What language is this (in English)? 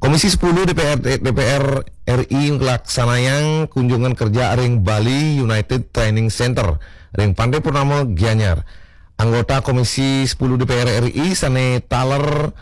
Balinese